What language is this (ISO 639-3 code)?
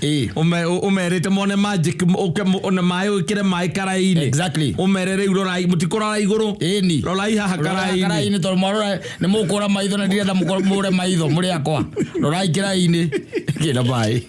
kik